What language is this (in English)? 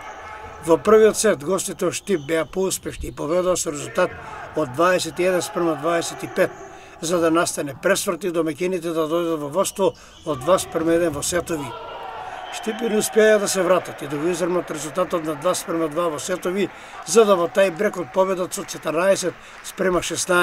Macedonian